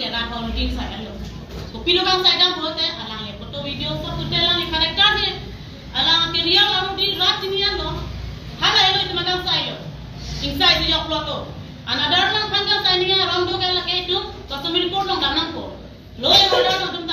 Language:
Karbi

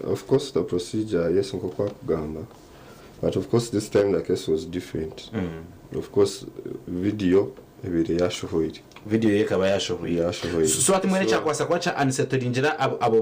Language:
Nyankole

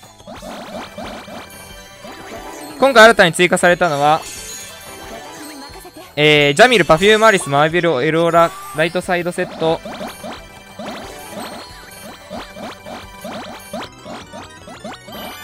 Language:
Japanese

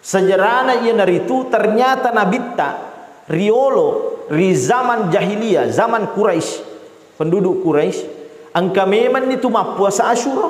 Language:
Buginese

